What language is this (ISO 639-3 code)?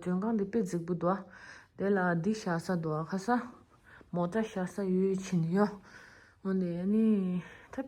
bod